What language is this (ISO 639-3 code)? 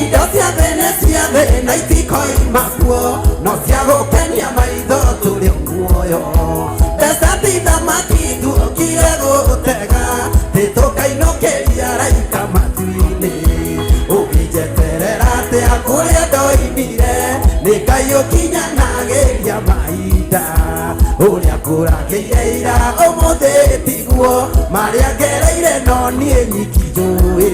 kik